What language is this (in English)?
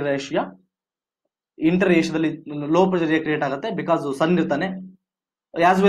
Kannada